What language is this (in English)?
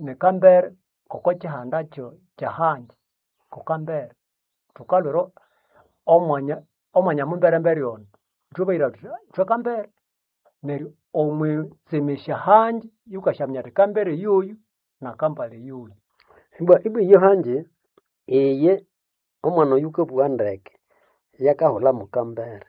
Nande